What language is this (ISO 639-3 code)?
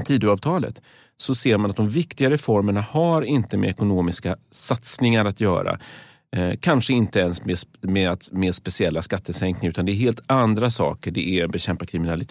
swe